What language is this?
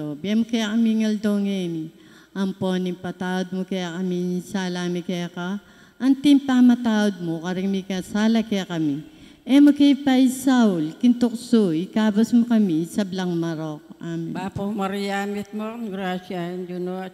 Pampanga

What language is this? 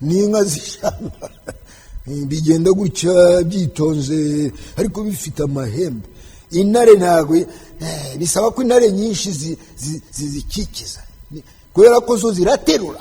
Kinyarwanda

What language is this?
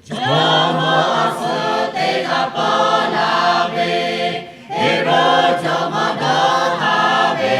Lahu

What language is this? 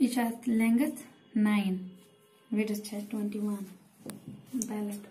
Kashmiri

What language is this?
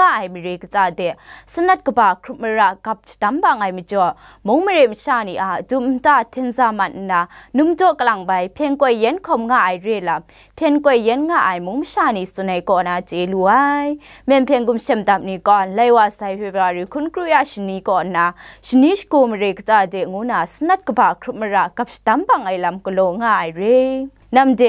Kachin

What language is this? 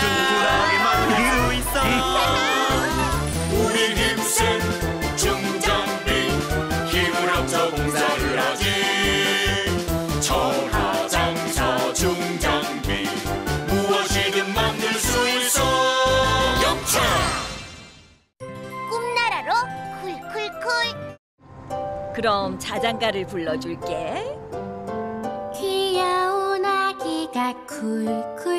Korean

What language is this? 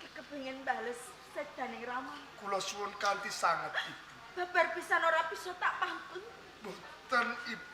Javanese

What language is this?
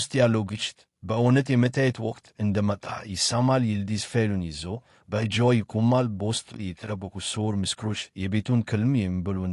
Amharic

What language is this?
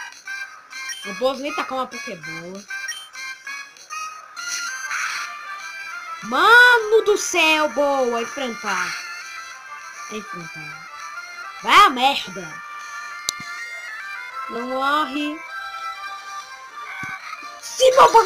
Portuguese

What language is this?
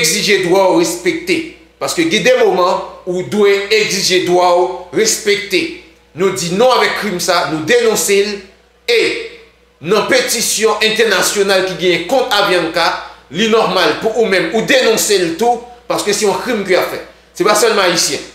Haitian Creole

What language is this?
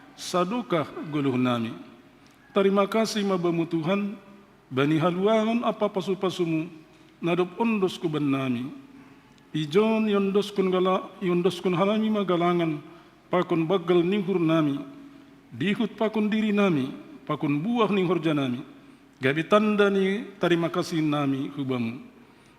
Batak Simalungun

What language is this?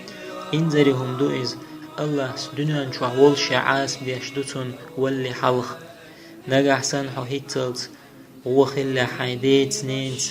Chechen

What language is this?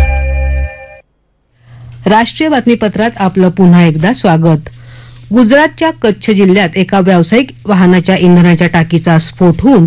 Marathi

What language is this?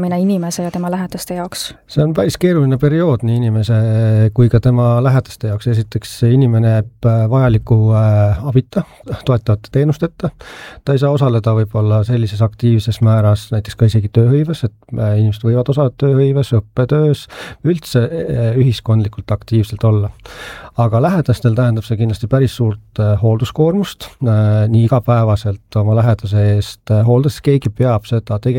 Estonian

